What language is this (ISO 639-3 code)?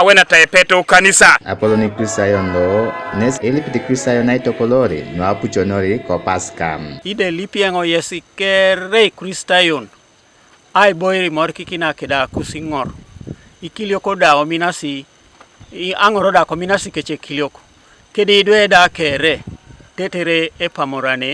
teo